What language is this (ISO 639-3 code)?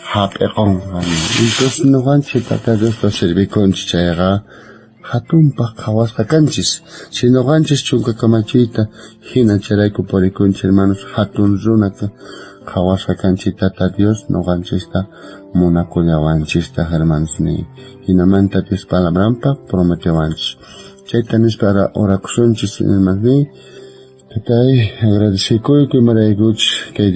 quh